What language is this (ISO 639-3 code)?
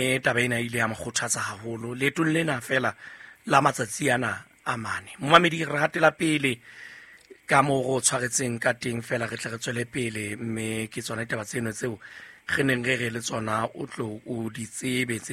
sot